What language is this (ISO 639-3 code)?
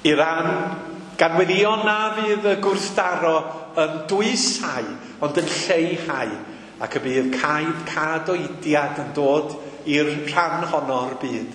cym